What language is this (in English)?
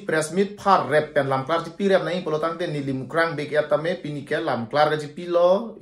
Karbi